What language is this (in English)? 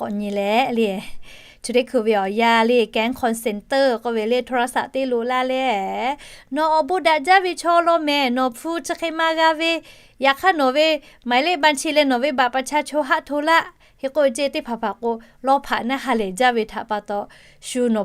Lahu